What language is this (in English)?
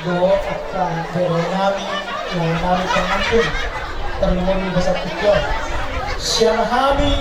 Batak Toba